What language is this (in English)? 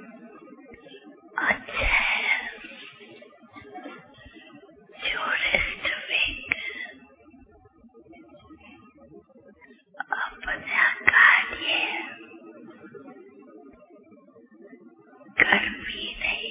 Hindi